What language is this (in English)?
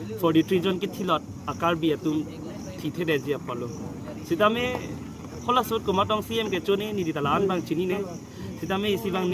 Karbi